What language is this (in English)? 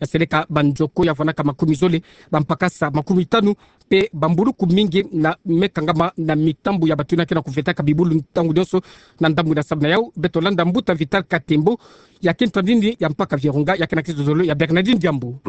Kituba (Democratic Republic of Congo)